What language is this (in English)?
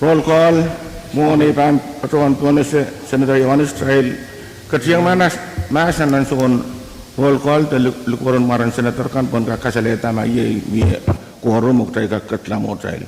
Pohnpeian